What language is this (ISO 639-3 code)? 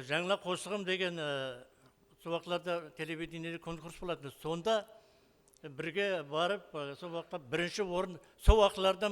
kaa